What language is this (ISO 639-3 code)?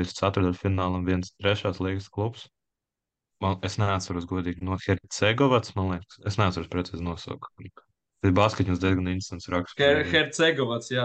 lav